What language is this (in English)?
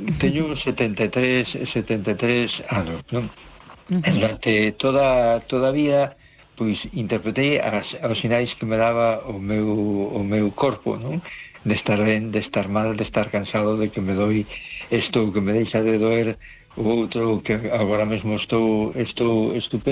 Galician